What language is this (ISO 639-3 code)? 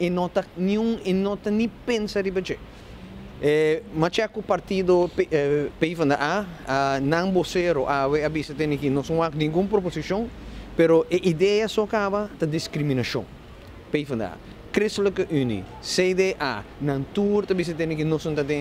pap